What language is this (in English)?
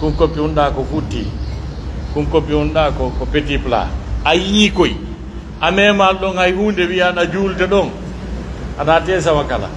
Pular